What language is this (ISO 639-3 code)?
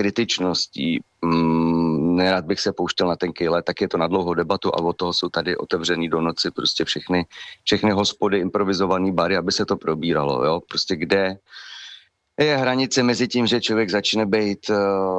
ces